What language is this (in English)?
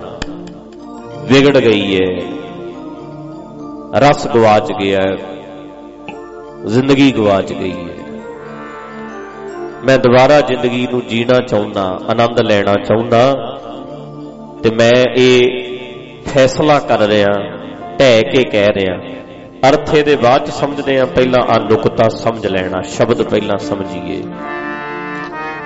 Punjabi